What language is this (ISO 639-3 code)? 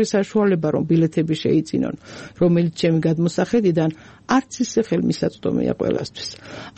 kat